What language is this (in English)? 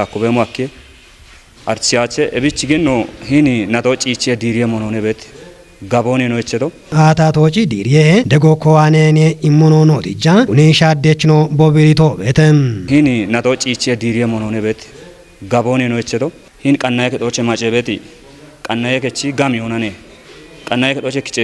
Kafa